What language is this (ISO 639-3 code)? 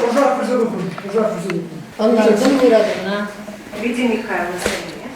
chv